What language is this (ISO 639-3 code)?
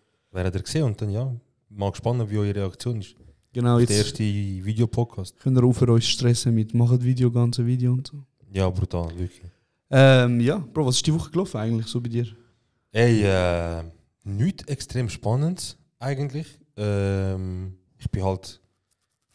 gsw